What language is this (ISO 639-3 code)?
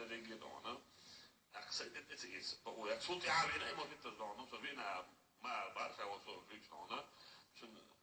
che